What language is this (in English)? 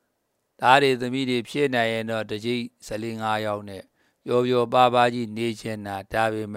Burmese